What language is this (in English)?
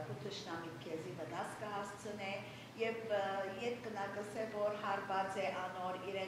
Western Armenian